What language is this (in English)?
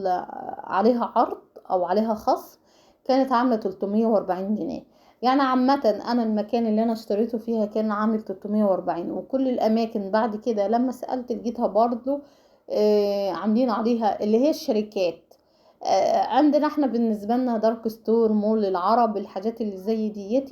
Egyptian Arabic